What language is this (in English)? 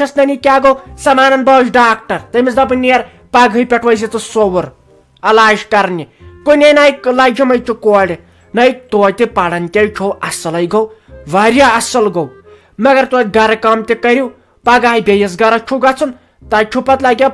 Kashmiri